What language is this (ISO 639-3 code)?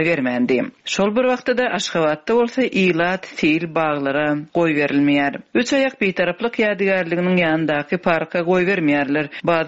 tuk